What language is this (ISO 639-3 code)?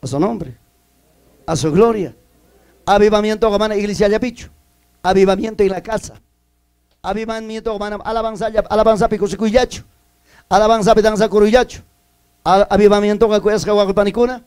quy